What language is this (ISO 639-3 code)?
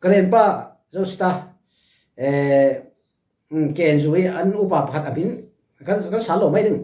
cfm